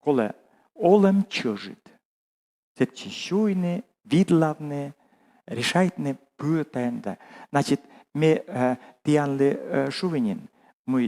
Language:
Komi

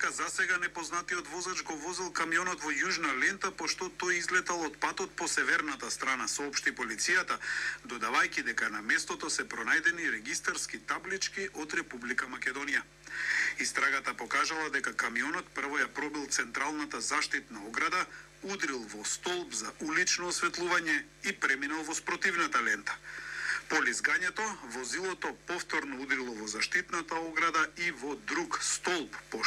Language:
Macedonian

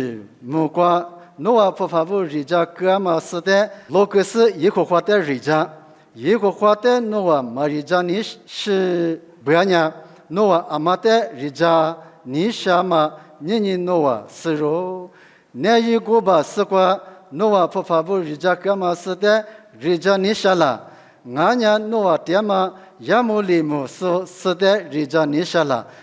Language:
Lisu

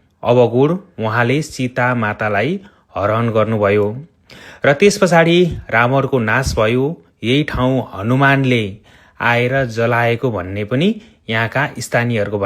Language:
Nepali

